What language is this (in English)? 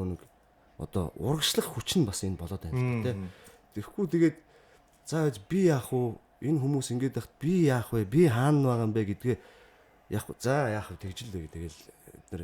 Mongolian